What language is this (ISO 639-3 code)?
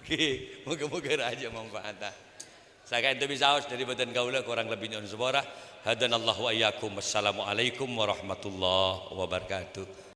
mad